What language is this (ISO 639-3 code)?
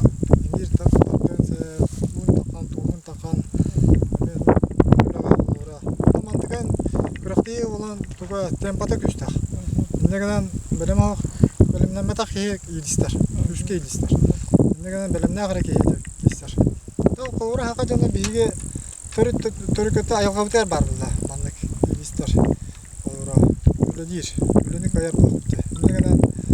sah